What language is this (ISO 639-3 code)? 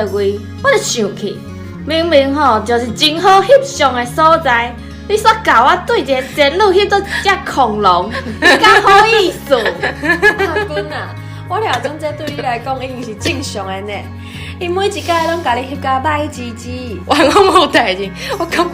nan